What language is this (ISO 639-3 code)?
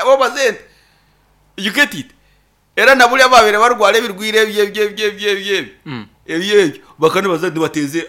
nyn